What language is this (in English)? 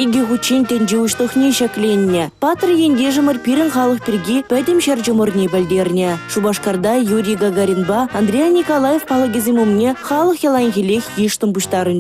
Chuvash